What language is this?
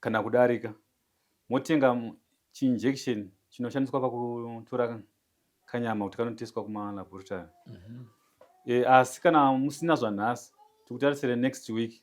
Shona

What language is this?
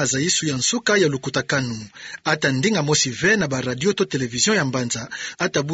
Kituba (Democratic Republic of Congo)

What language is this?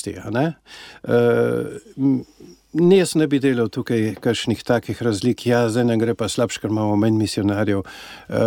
Slovenian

